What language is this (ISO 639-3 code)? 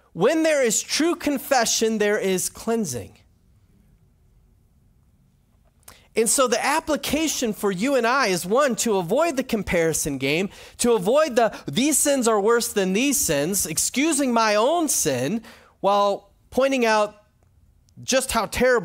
eng